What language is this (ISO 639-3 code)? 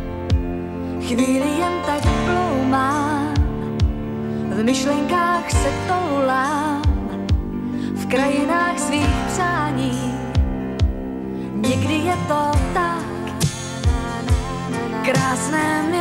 ces